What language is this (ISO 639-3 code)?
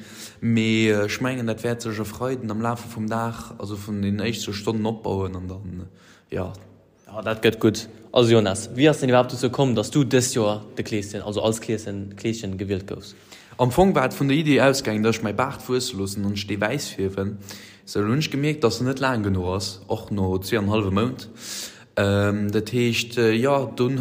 ltz